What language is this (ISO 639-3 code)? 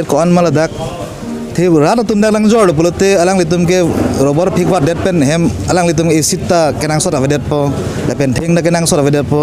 mjw